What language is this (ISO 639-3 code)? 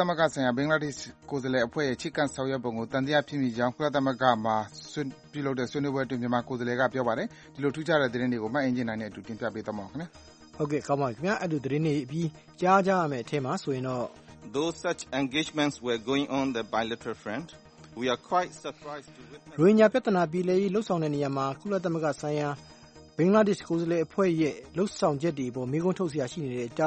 mya